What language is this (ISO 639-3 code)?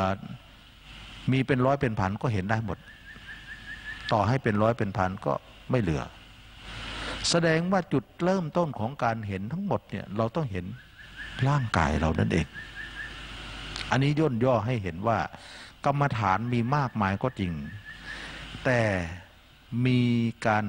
tha